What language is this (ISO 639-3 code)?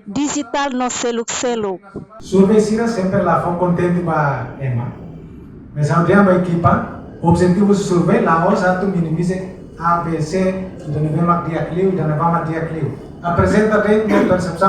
tet